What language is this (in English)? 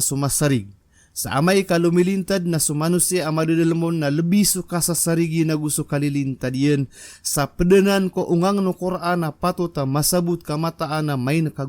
Maranao